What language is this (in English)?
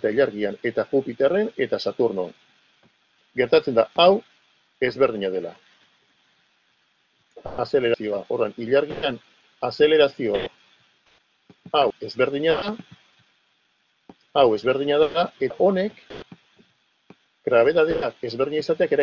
Basque